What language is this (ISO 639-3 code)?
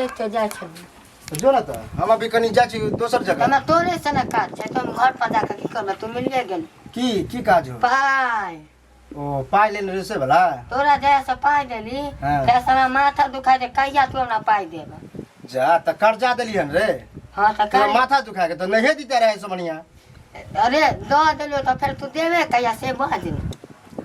mai